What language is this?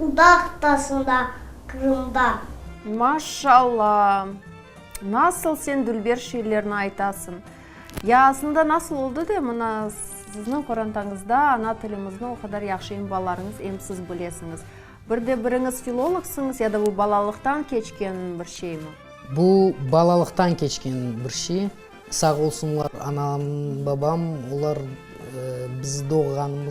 Crimean Tatar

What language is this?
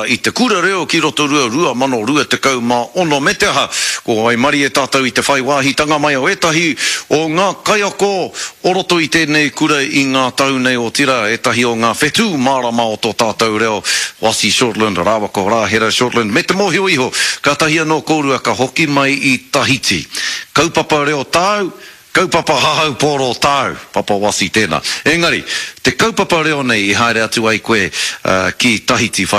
Māori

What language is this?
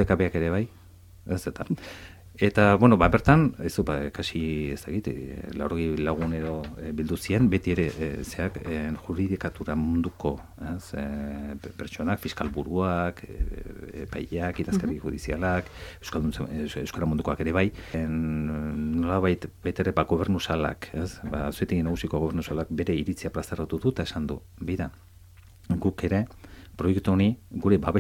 Basque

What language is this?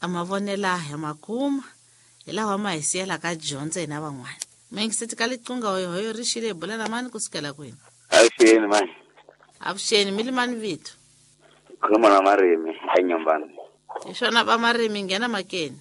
Tsonga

